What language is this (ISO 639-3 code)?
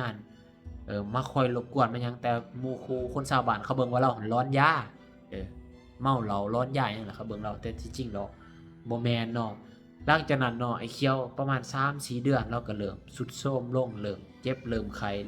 lao